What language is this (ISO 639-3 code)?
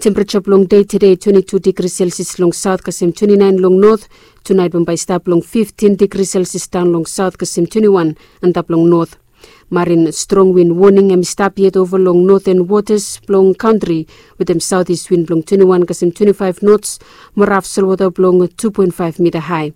bis